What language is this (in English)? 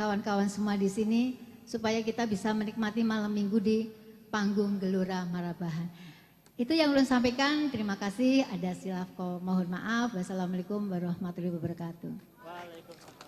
Banjar